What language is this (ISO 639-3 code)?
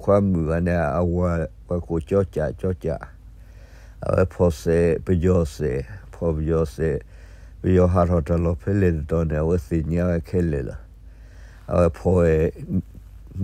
ksw